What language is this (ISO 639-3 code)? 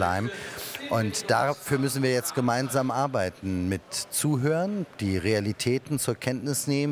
deu